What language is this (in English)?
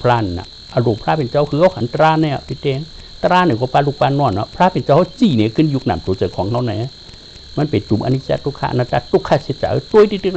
Shan